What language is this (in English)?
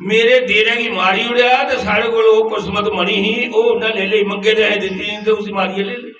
Dogri